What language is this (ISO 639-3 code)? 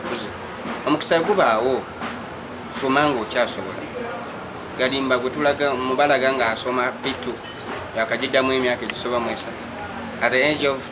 lug